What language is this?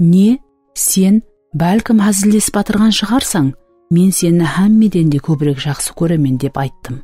Kara-Kalpak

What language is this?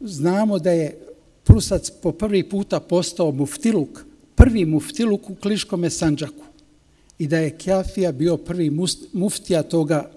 Bosnian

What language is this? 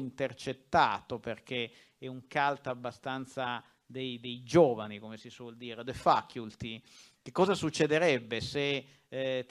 Italian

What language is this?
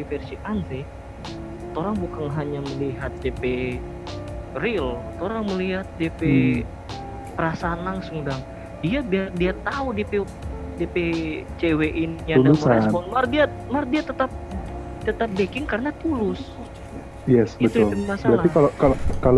Manado Malay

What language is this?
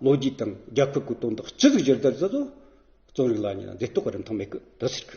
Amdo Tibetan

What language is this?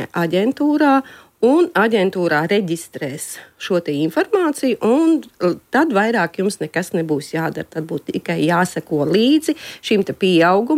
Latvian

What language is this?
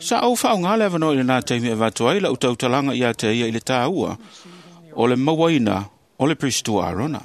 Samoan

